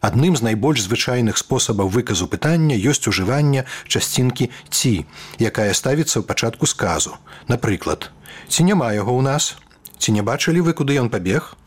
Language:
Belarusian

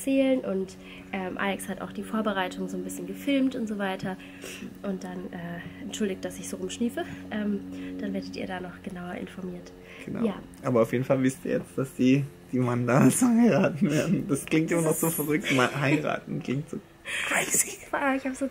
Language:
German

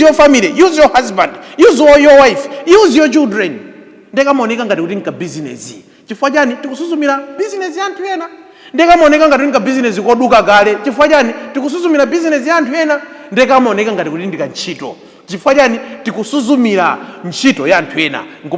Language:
Nyanja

